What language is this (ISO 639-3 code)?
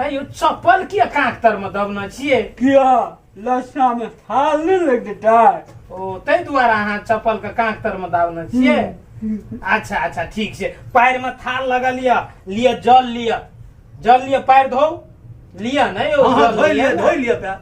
mai